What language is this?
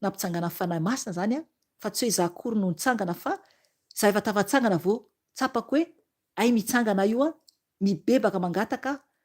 Malagasy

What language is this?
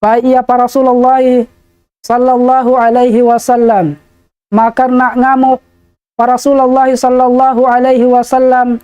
Tausug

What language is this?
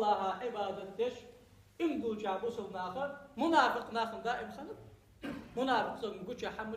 Ingush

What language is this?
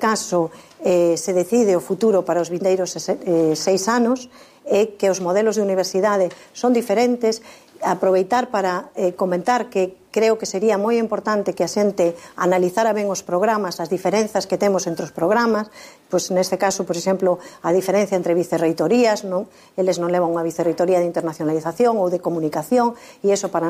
Galician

